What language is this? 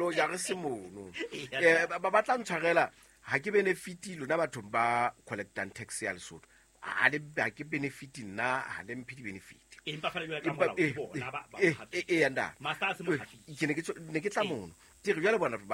Southern Sotho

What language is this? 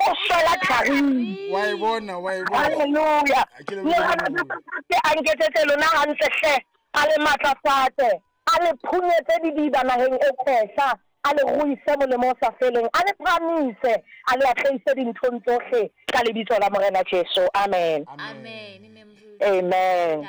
Southern Sotho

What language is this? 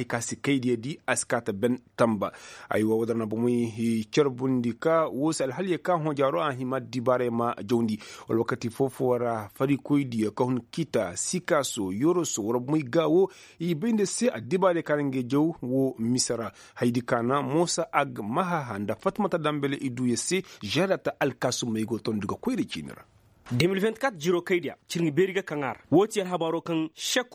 Koyraboro Senni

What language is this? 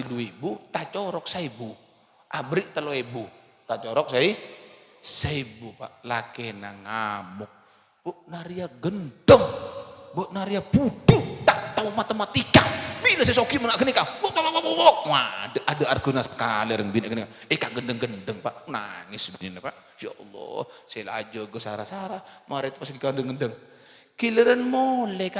Madurese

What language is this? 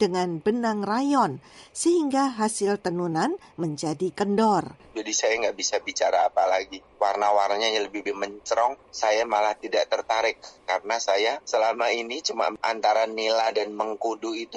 Indonesian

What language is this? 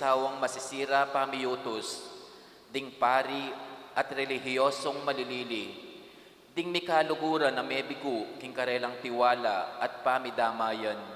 Pampanga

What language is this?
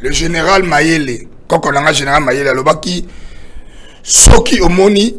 Lingala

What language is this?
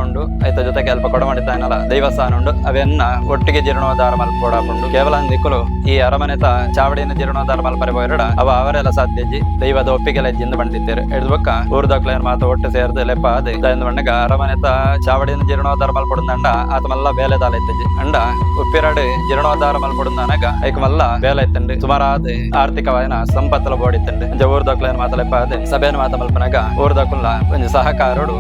Tulu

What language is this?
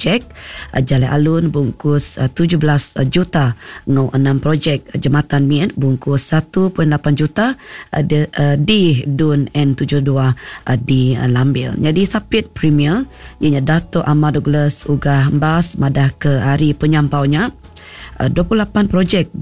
Iban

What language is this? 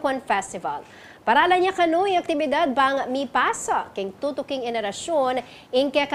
Pampanga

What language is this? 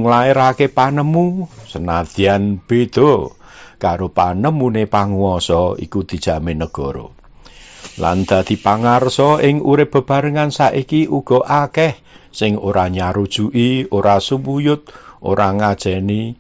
Javanese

